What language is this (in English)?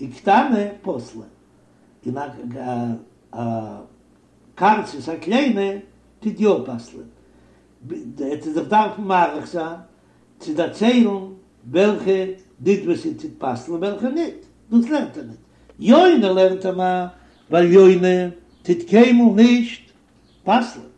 Yiddish